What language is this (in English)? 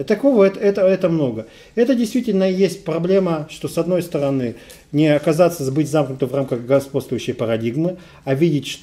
Russian